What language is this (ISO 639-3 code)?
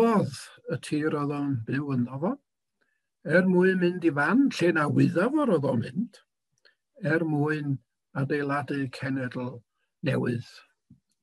cym